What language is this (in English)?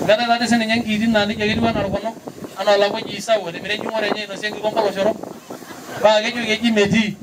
Masai